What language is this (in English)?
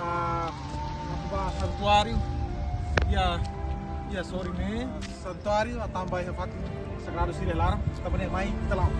Tetum